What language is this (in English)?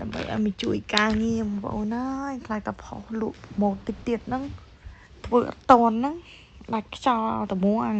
Khmer